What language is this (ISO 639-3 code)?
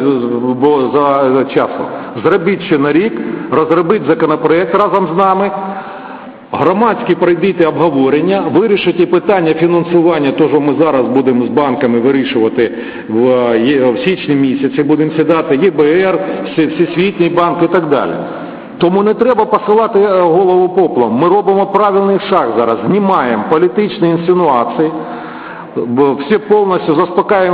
ukr